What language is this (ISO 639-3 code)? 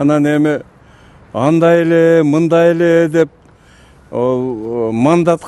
kir